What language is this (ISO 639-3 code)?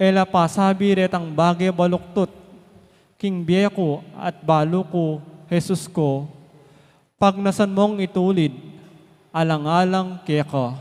pam